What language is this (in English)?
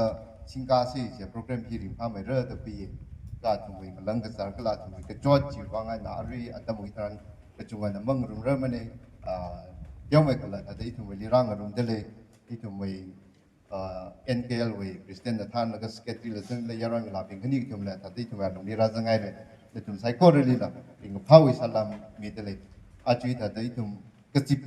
Tangkhul Naga (India)